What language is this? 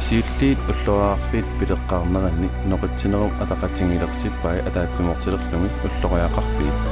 Kalaallisut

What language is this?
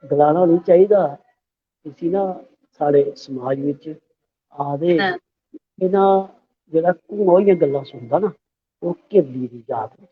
Dogri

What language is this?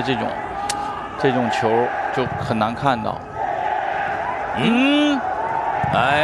Chinese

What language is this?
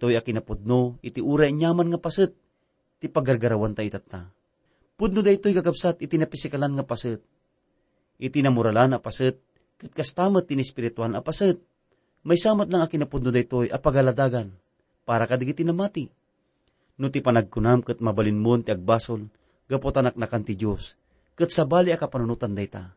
Iloko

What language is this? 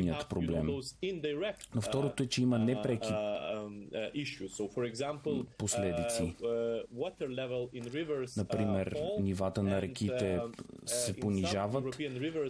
Bulgarian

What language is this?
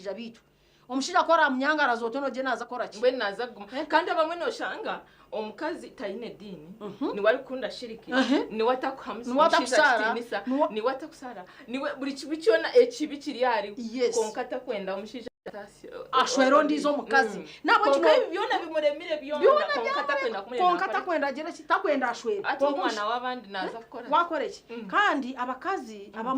Nyankole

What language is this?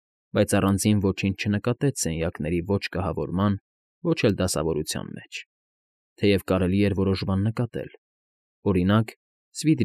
Armenian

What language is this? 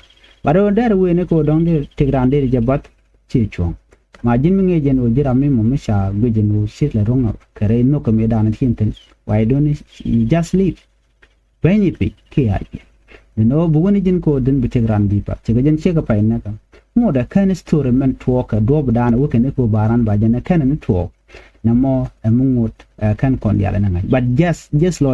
Nuer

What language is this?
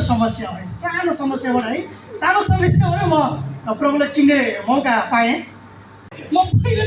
Nepali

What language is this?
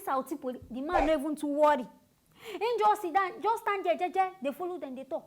Nigerian Pidgin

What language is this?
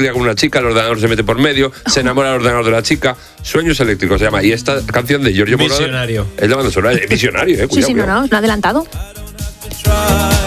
Spanish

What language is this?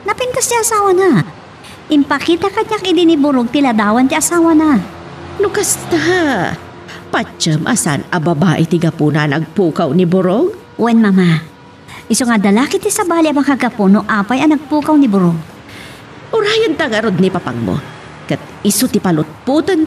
Iloko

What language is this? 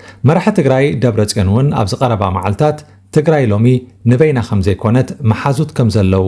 Tigrinya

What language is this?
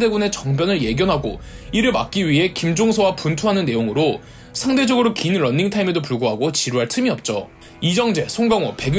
Korean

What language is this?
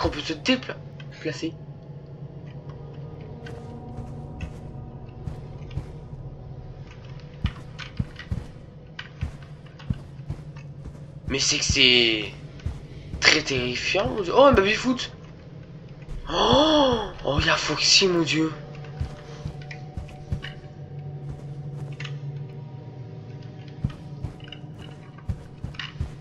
French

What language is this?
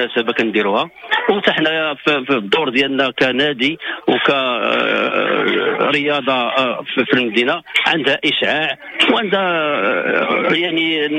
Moroccan Arabic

